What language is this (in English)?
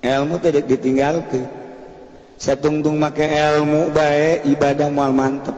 Sundanese